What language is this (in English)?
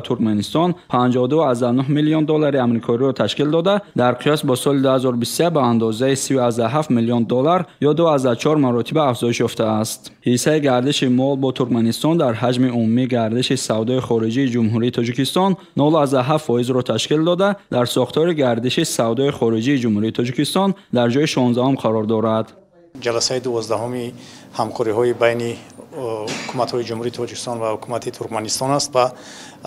Tajik